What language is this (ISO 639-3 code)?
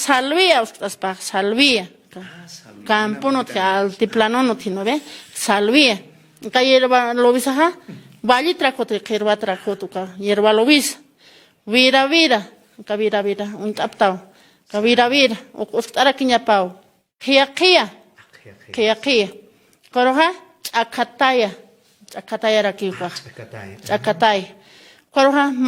aym